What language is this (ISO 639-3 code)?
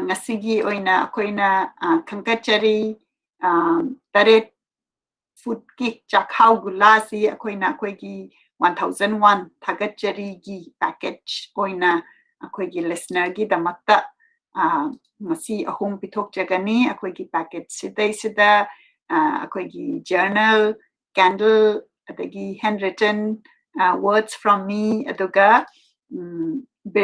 mni